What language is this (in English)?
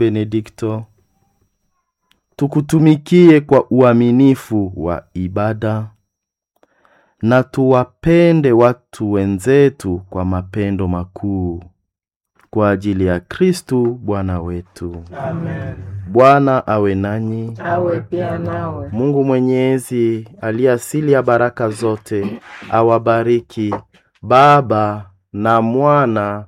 Swahili